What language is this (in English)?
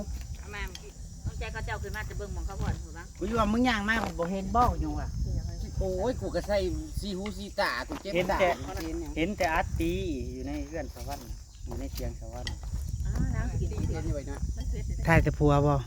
Northeastern Thai